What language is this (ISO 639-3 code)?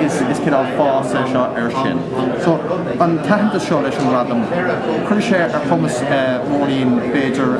gle